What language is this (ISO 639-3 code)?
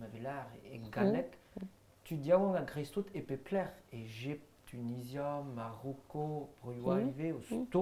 bre